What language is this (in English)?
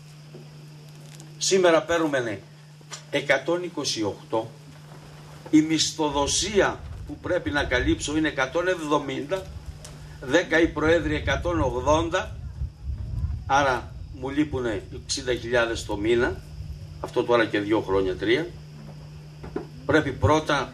Greek